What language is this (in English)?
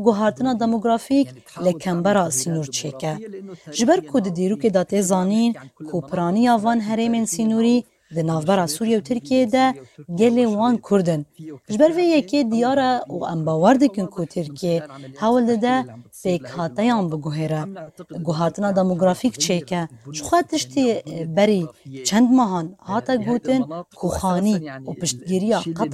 Kurdish